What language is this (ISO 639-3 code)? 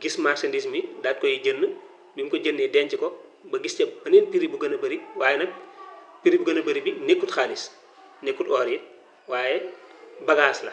wol